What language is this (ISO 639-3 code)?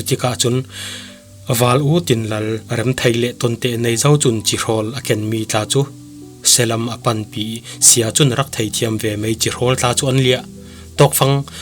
cfm